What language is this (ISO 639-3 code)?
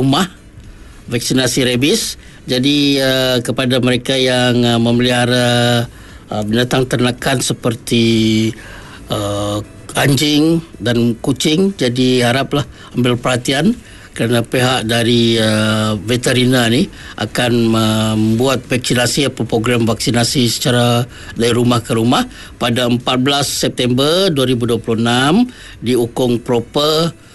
msa